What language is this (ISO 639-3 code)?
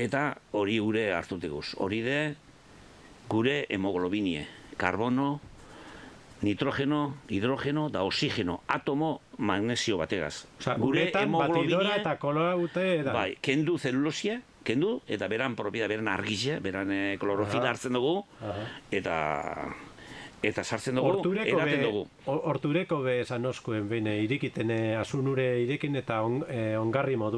eus